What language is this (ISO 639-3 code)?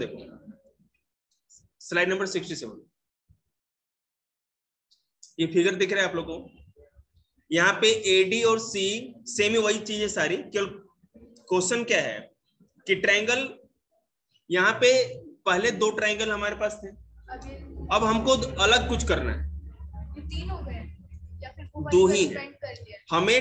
hin